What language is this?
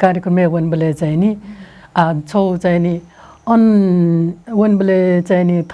Newari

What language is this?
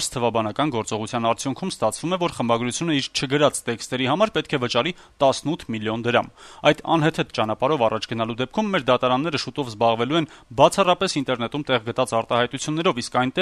Armenian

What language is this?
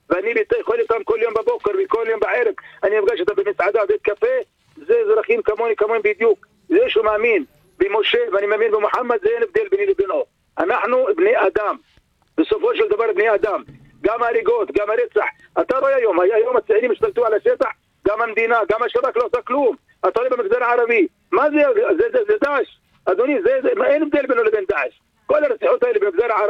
Hebrew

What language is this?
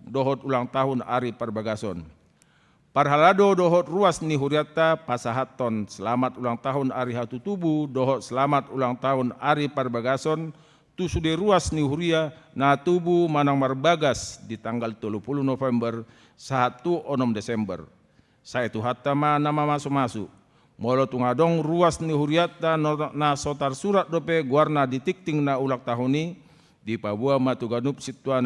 Batak Toba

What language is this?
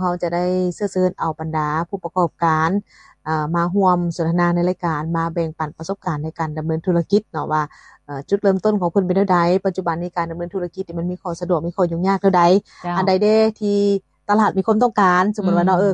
Lao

